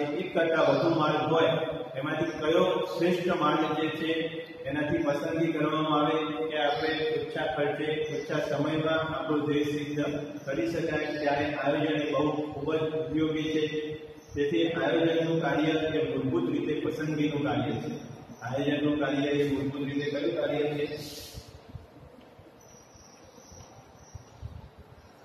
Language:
Gujarati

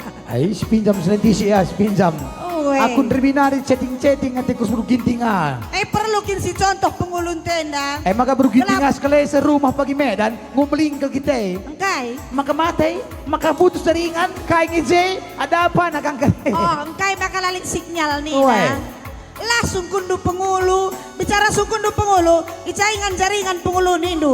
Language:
Batak Karo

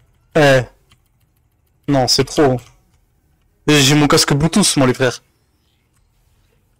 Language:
French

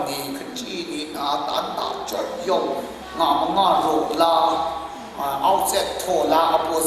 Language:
Kachin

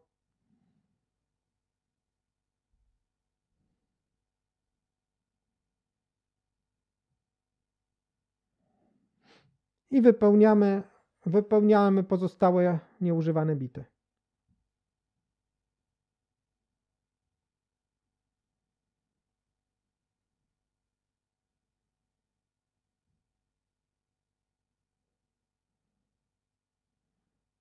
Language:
Polish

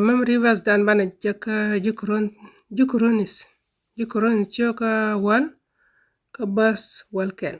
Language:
Nuer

